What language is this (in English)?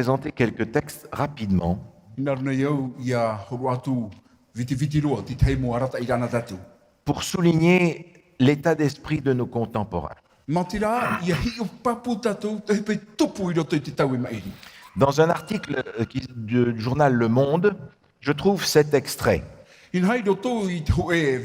Tahitian